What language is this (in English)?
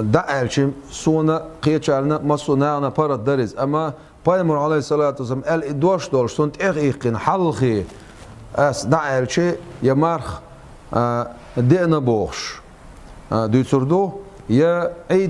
Chechen